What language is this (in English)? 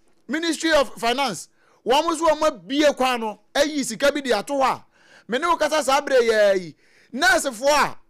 Akan